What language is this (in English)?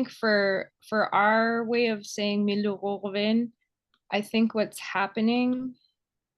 Inupiaq